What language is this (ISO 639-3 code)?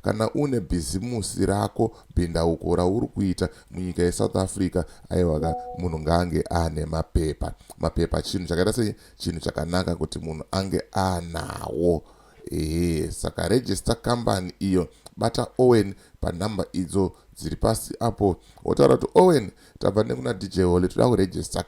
sna